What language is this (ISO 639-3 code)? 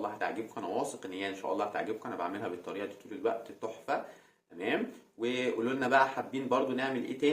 arz